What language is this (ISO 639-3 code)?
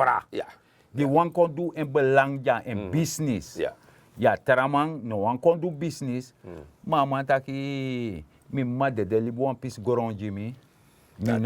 srn